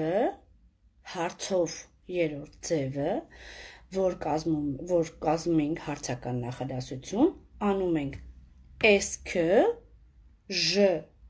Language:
Armenian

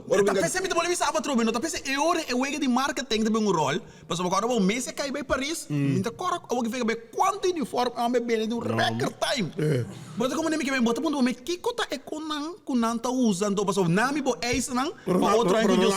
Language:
Papiamento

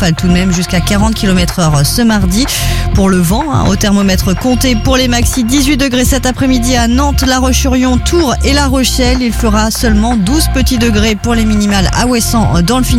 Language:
French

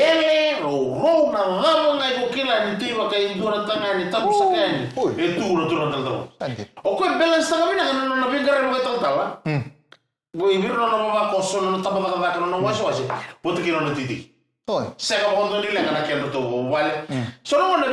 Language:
Fijian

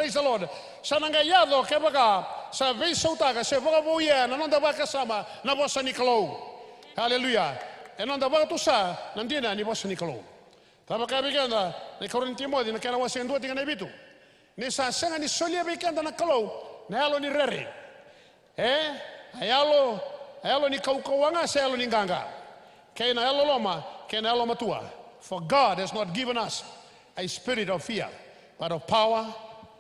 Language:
Fijian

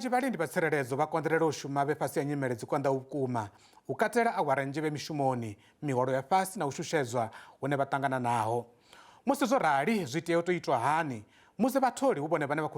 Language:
Venda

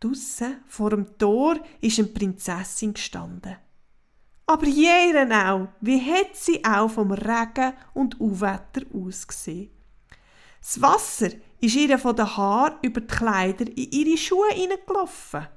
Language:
Swiss German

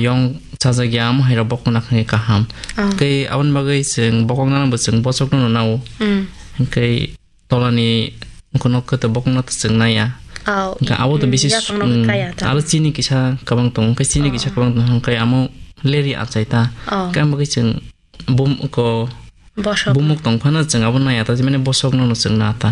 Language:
Kok Borok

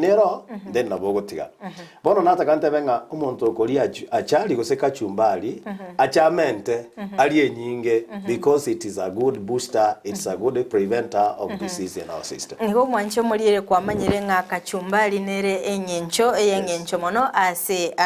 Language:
Gusii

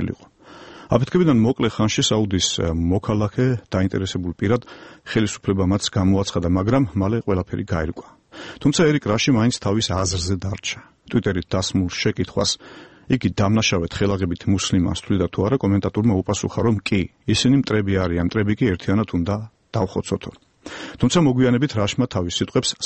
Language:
Georgian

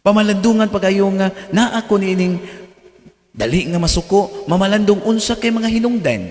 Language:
Cebuano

